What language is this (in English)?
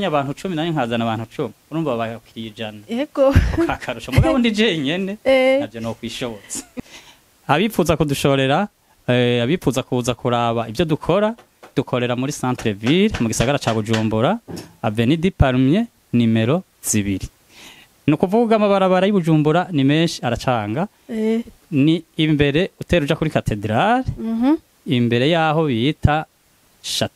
Rundi